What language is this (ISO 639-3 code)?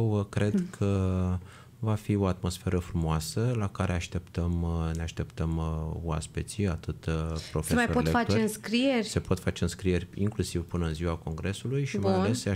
ron